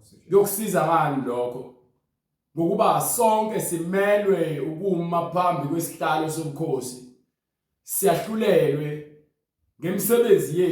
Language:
Zulu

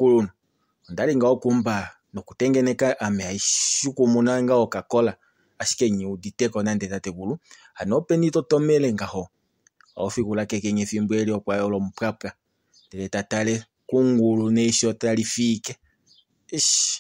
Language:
Kuanyama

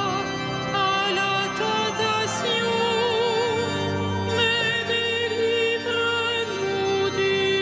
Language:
French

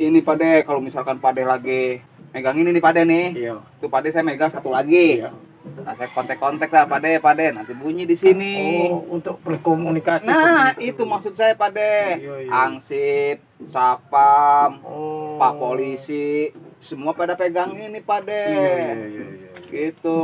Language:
Betawi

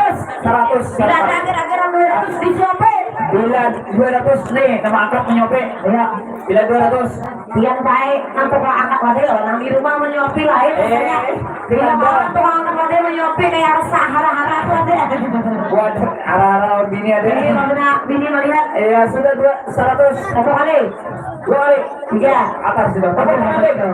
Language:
Banjar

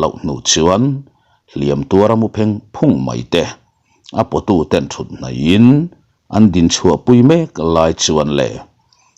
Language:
Mizo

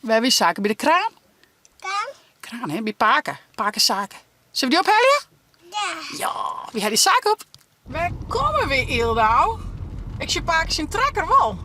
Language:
Western Frisian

